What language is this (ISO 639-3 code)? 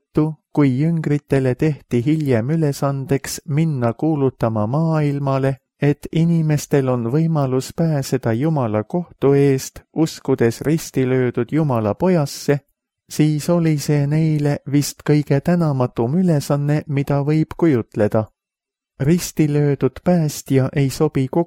est